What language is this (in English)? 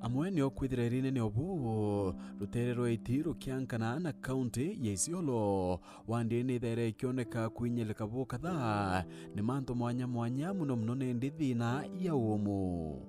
Meru